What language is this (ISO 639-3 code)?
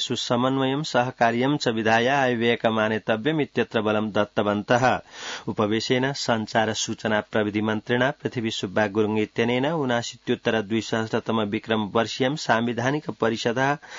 san